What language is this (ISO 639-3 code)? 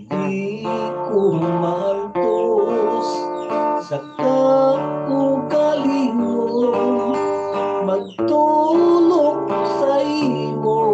hil